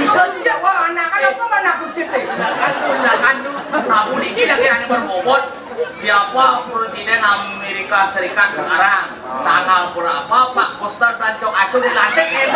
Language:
Balinese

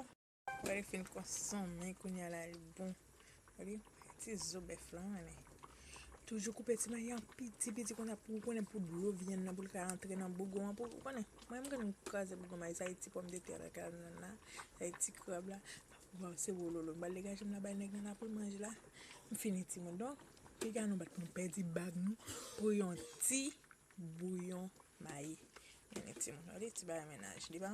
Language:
Haitian Creole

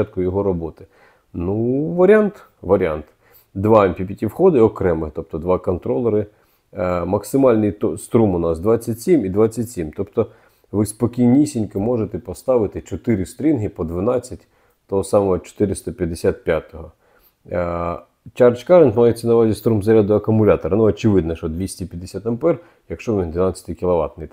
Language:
Ukrainian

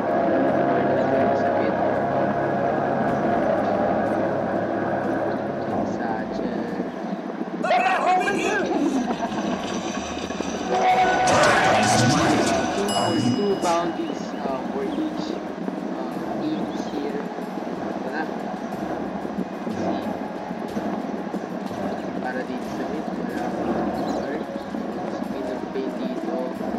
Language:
Filipino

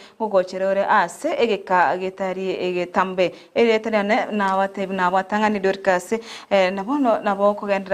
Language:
Gusii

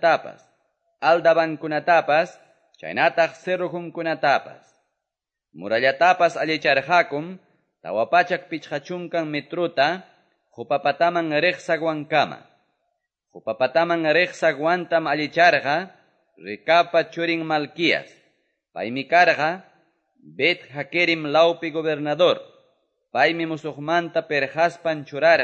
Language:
Quechua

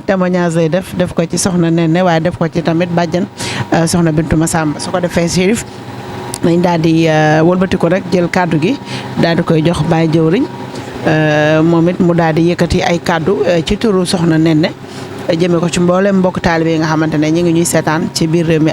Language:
Wolof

